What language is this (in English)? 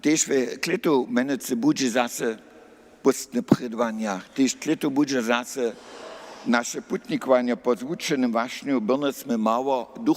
Upper Sorbian